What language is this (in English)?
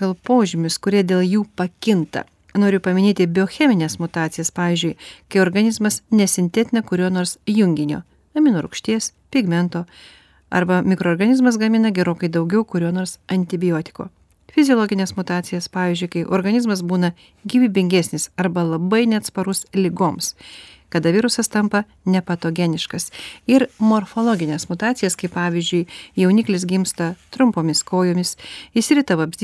Lithuanian